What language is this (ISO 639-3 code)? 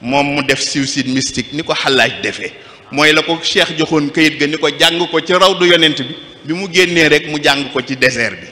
wol